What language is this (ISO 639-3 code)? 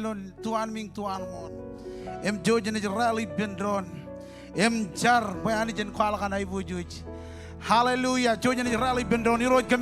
mah